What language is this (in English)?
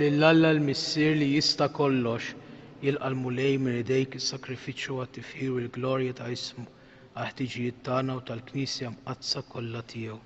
Maltese